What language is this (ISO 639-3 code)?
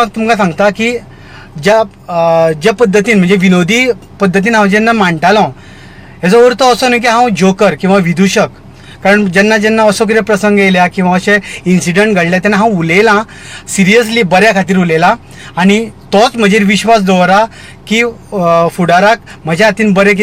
kok